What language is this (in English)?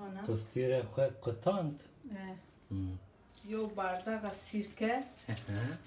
Zaza